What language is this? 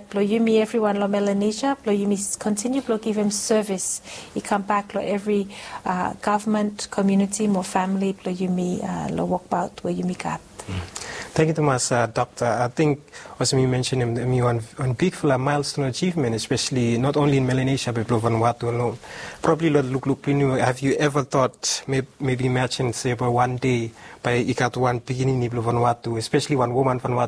Bislama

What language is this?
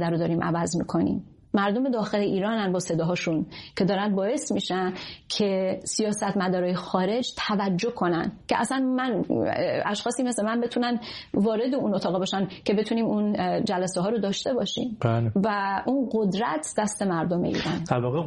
Persian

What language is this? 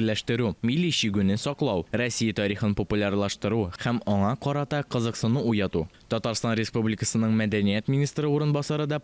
Tatar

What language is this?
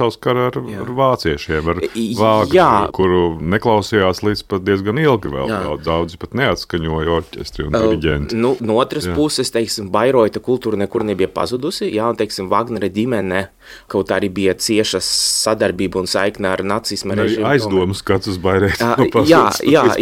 Latvian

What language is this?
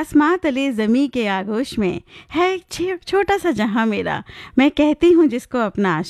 Hindi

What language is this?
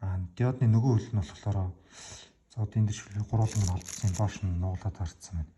Mongolian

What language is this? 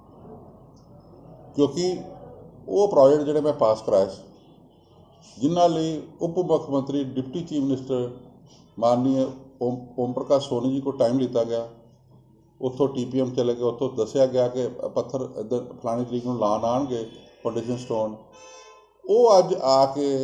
Punjabi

